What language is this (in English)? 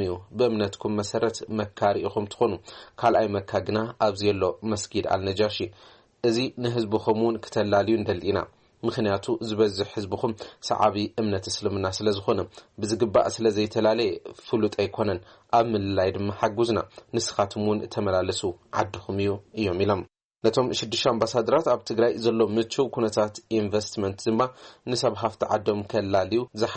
Tigrinya